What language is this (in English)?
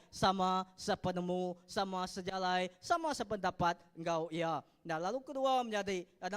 Iban